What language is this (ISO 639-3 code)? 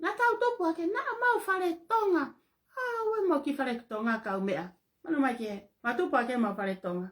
ton